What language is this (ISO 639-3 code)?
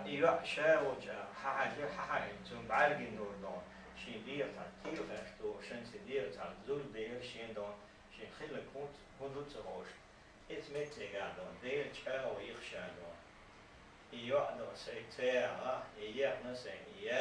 che